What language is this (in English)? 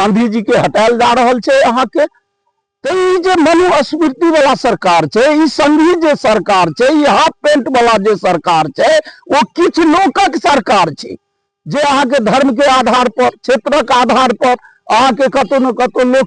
Maithili